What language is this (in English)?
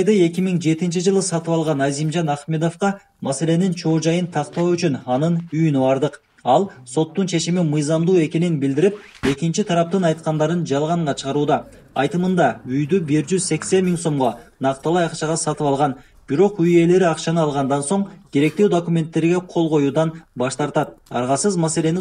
Kyrgyz